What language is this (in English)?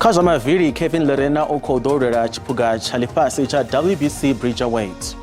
Venda